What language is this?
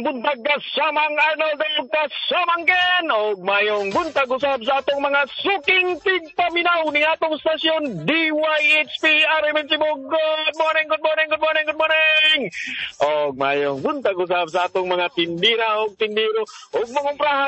Cebuano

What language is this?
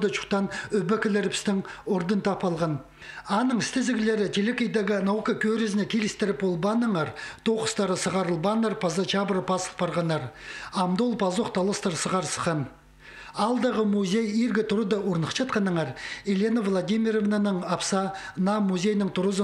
Khakas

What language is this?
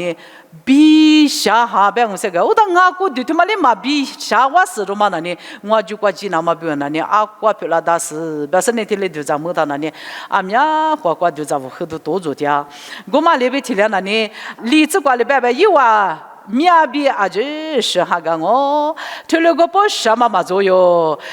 Lisu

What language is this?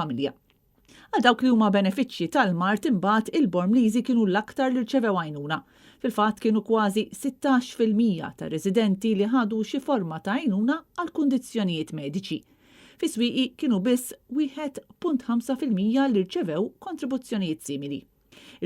Maltese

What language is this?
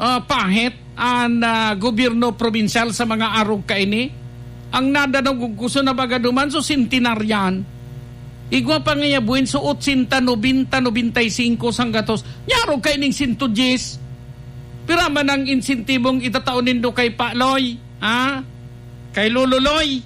Bikol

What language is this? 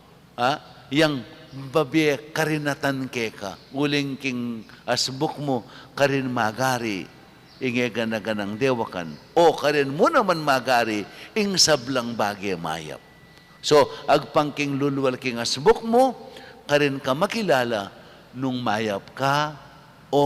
Pampanga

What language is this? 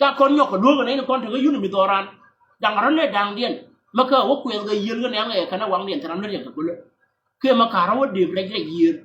Nuer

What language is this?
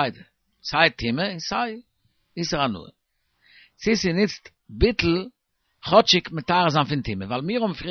Yiddish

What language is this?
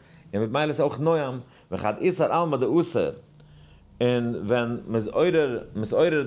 Yiddish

